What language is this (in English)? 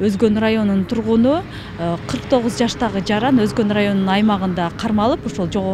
Kyrgyz